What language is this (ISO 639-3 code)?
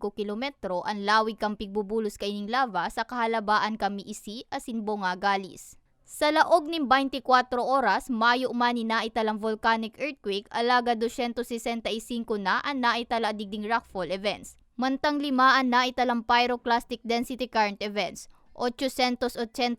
bik